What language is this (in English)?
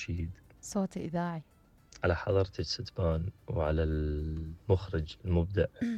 Mesopotamian Arabic